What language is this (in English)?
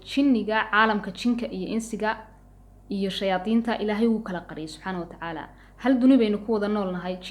Somali